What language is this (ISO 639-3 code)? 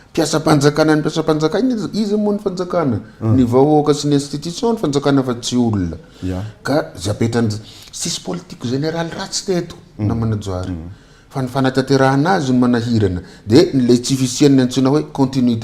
mlg